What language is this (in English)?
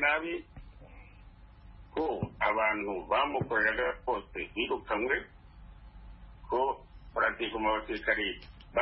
Kinyarwanda